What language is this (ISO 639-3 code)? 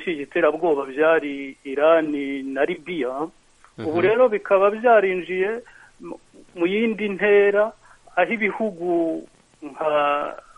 kin